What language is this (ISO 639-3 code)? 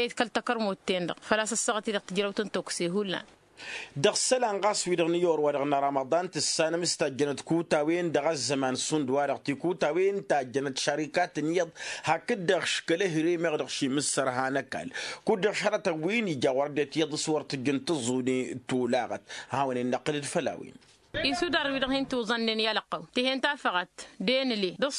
taq